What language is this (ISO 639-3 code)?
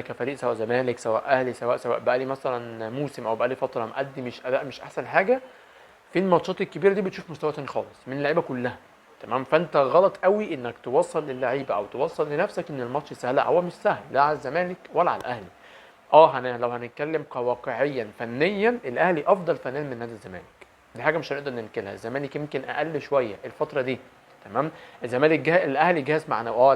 arz